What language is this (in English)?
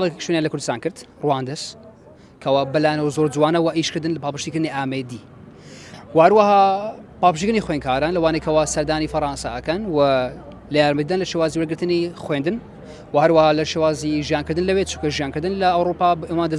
Central Kurdish